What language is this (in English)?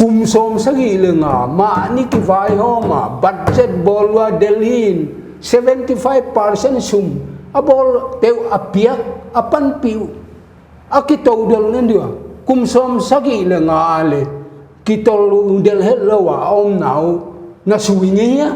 Paite Chin